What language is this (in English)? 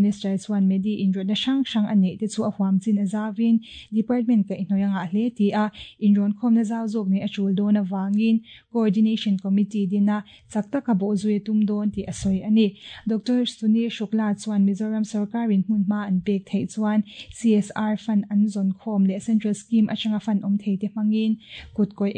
Mizo